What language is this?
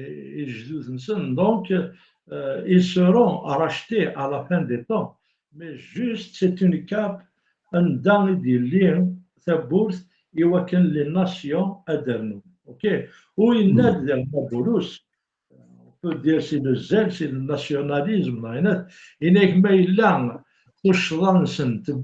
Kabyle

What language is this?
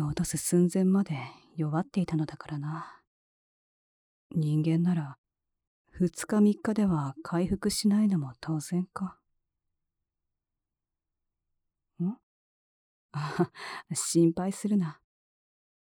Japanese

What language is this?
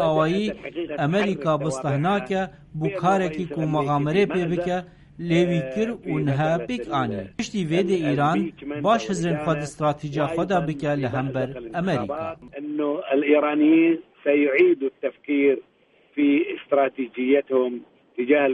Kurdish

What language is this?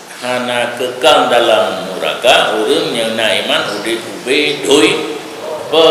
Achinese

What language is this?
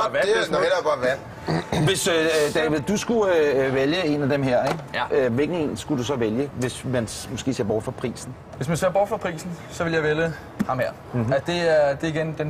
Danish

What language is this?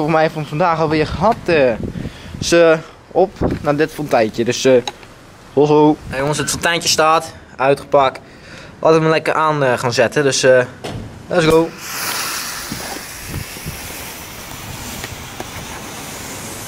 Dutch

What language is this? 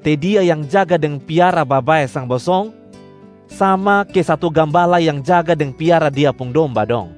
Kupang Malay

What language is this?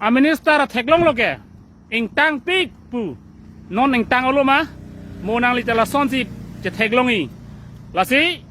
Karbi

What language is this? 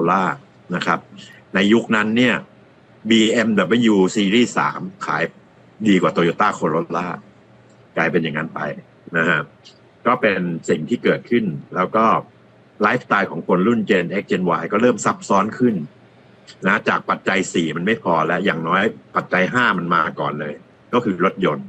Thai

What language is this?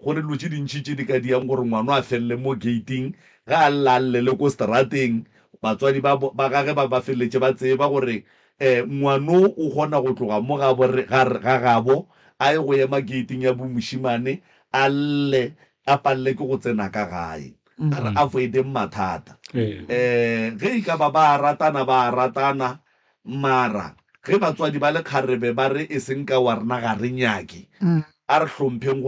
Northern Sotho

